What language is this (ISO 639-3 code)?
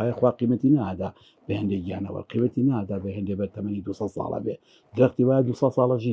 ckb